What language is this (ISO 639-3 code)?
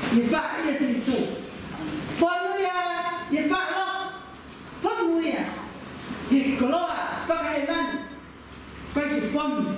ton